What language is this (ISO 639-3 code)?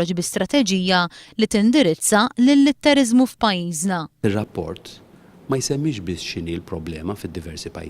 mlt